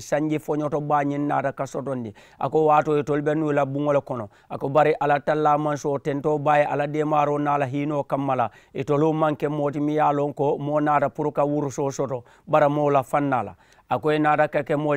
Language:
Mandingo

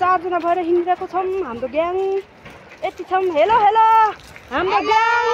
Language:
Nepali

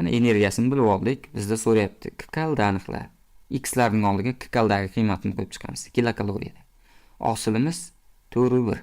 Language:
Uzbek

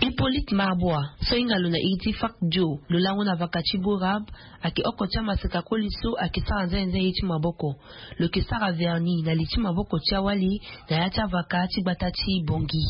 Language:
Sango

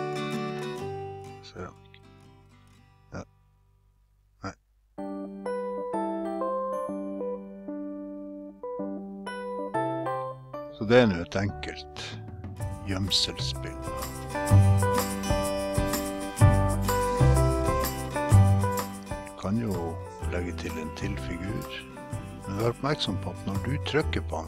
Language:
Norwegian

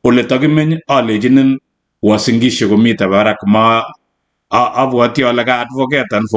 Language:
Kalenjin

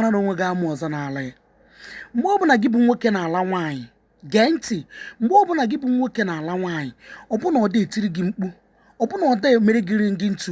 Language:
Igbo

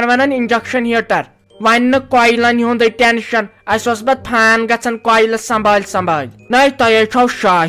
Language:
Kashmiri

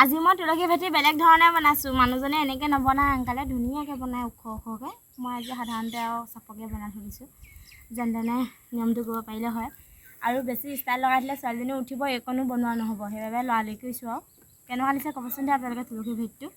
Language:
Assamese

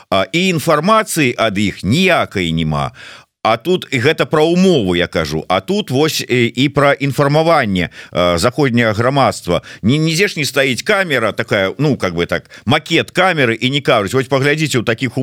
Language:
Belarusian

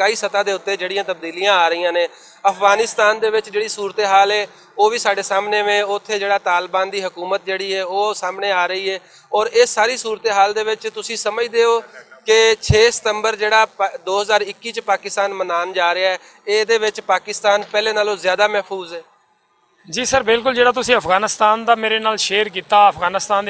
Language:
Western Panjabi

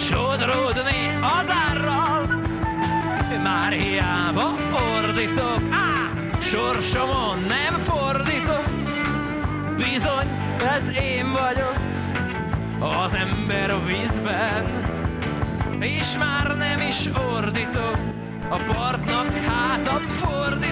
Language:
Hungarian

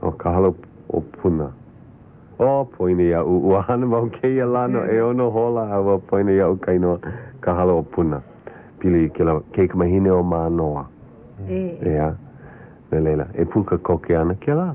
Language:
Hawaiian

